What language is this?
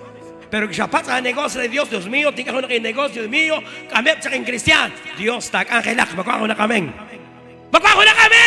Kekchí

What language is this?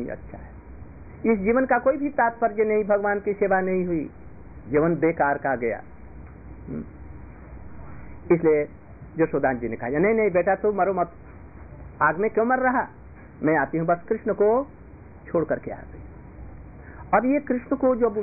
Hindi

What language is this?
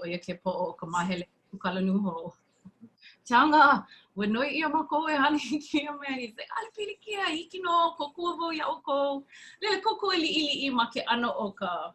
Hawaiian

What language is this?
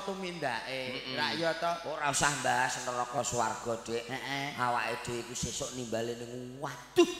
Javanese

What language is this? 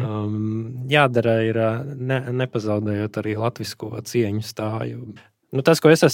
Latvian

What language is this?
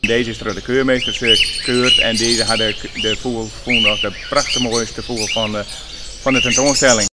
Western Frisian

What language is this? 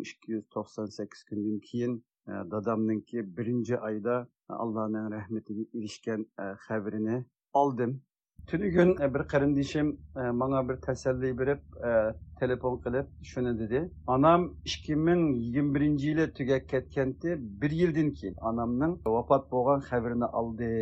Uyghur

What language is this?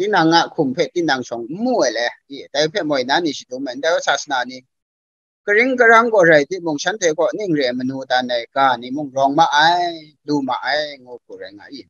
Kachin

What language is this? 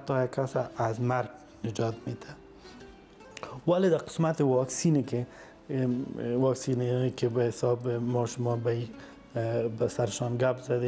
Persian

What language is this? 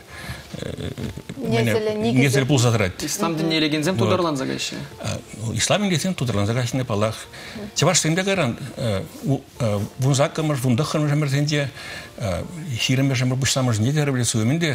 Chuvash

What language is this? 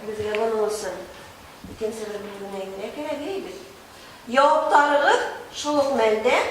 Bashkir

